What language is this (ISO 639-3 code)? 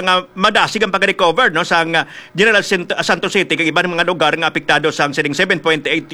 hil